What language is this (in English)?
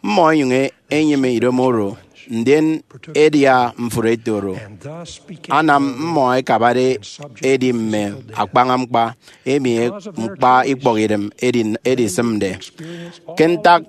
Efik